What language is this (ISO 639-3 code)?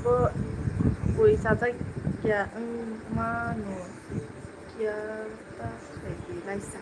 trp